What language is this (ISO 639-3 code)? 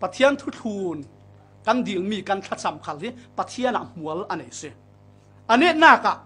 cfm